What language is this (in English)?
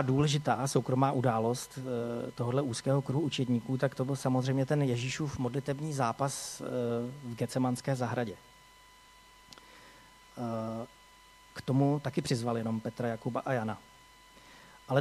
Czech